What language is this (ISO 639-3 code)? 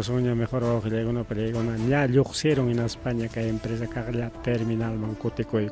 quy